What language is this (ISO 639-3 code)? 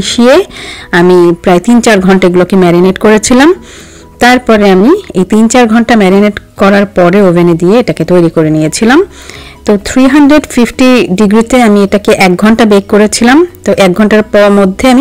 ben